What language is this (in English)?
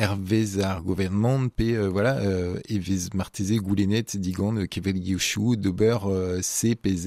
Breton